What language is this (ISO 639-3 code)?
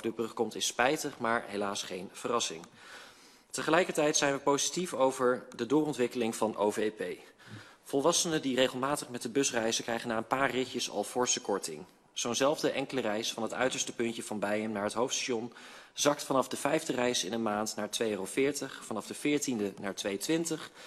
nld